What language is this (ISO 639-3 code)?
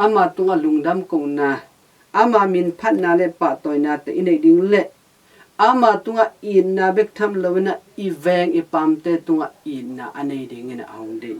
ctd